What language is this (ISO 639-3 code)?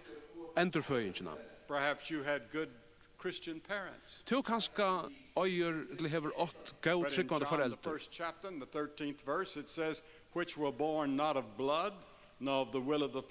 fao